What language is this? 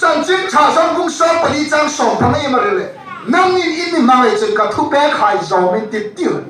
Hmar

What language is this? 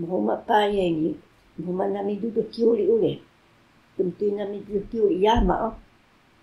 Taroko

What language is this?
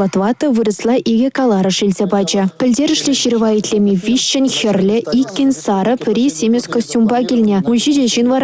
Chuvash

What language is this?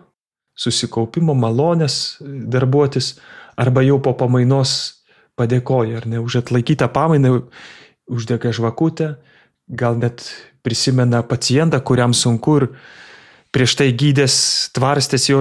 Lithuanian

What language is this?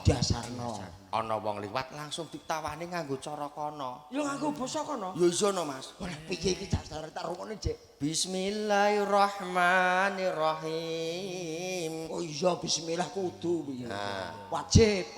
Javanese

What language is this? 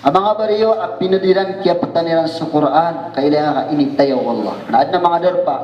Maranao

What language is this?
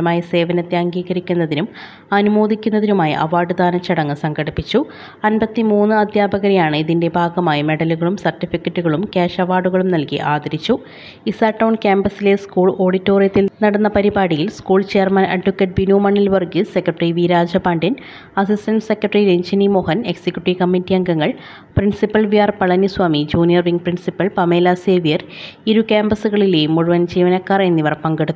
Malayalam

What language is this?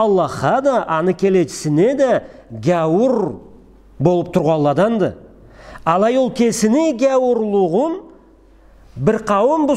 Karachay-Balkar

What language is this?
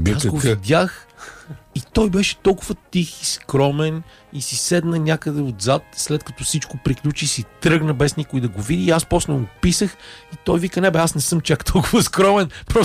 Bulgarian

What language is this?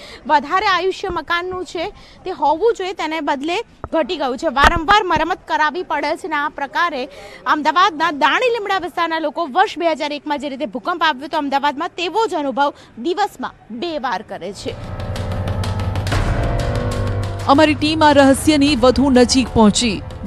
Gujarati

